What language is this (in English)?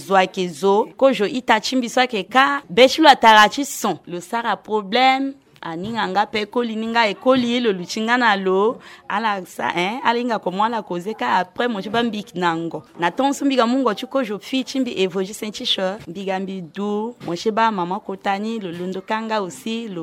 Sango